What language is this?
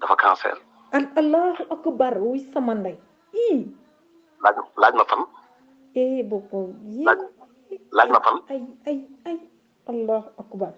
Wolof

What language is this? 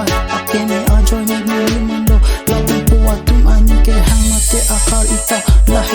Karbi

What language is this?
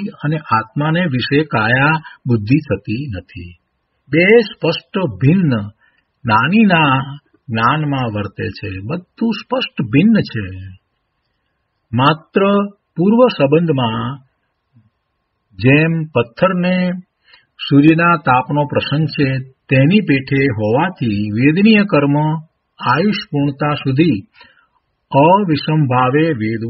Gujarati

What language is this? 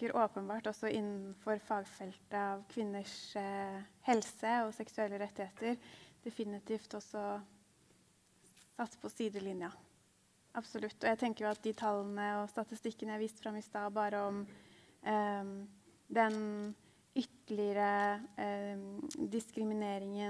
Norwegian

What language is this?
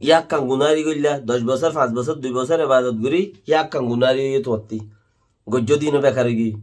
Rohingya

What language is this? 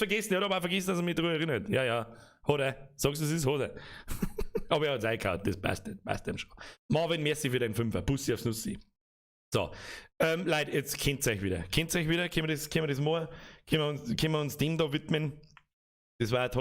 Bavarian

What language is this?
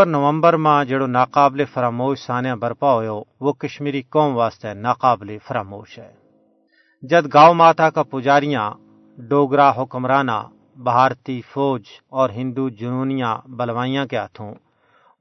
Gujari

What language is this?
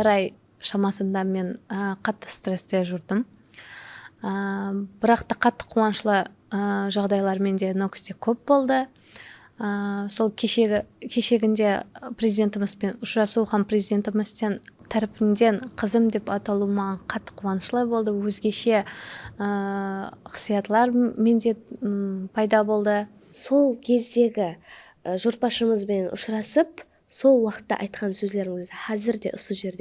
Kara-Kalpak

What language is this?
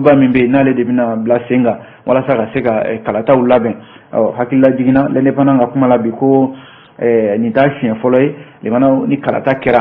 Bambara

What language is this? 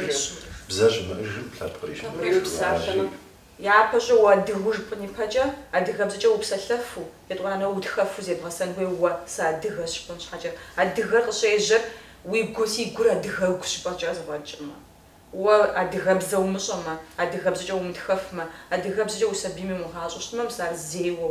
Kabardian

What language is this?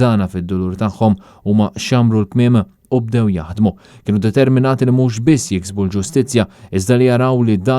Maltese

